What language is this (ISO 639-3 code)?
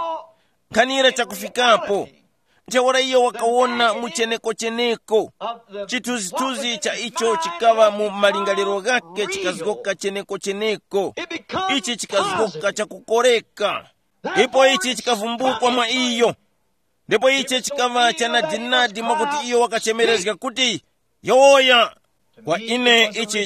tum